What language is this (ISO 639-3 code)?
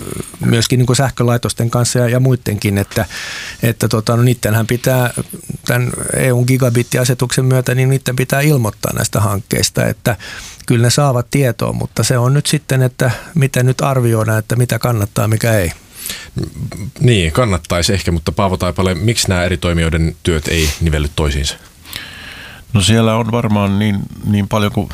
fin